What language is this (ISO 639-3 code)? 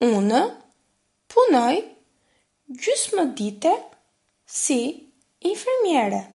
sqi